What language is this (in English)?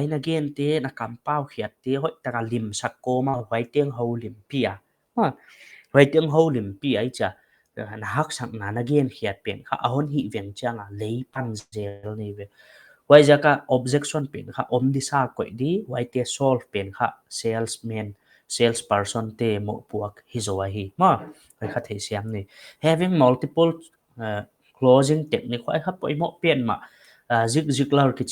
Paite Chin